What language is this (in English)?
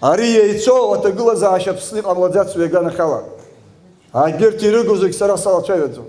Abkhazian